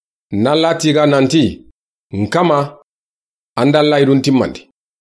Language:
Soninke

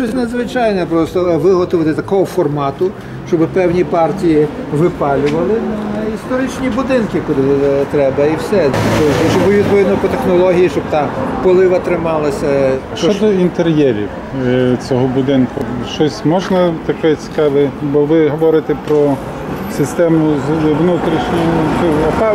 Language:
Ukrainian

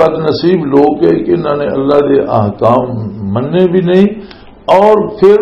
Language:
Western Panjabi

